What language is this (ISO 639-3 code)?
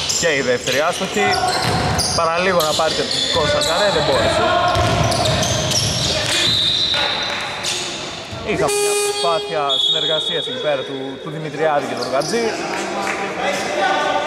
ell